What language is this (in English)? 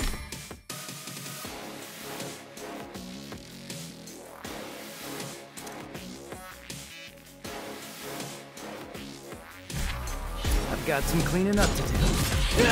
English